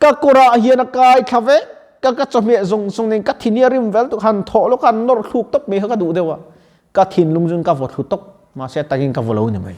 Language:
Mizo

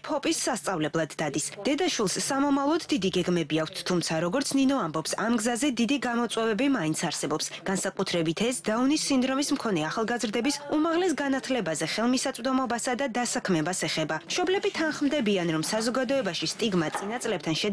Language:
Georgian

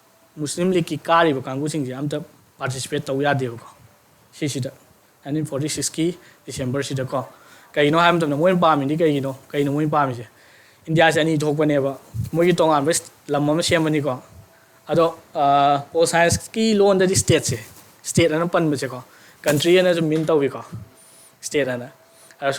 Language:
Manipuri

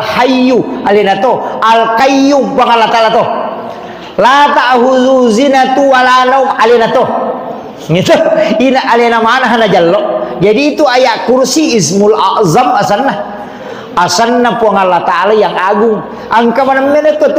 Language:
Buginese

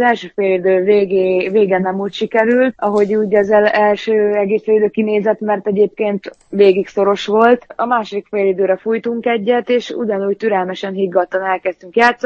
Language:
Hungarian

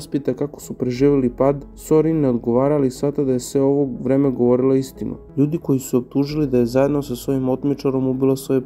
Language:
Serbian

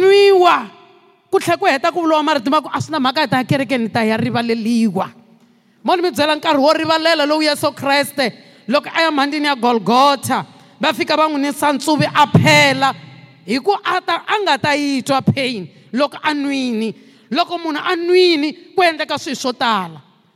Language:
Tsonga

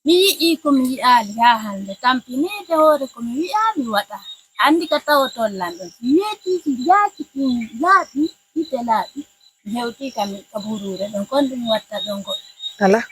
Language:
Pular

